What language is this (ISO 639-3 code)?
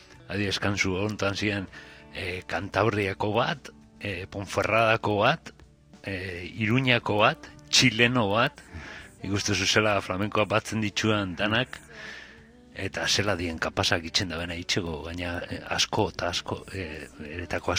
eus